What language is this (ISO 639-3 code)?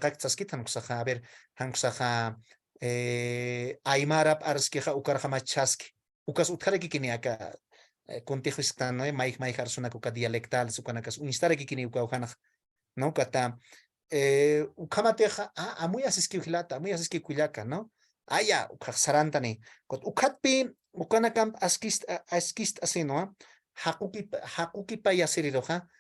aym